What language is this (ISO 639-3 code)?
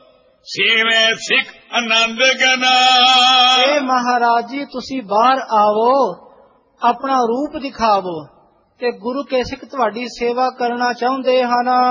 pan